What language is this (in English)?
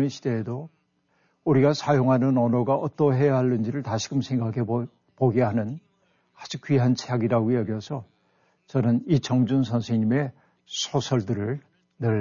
Korean